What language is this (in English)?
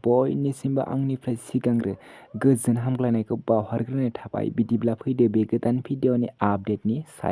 Bodo